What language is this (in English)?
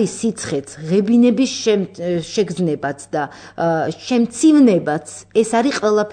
Georgian